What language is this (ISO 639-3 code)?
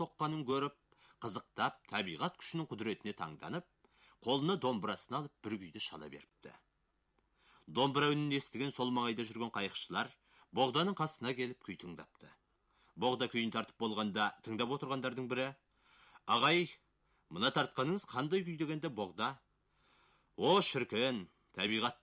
kaz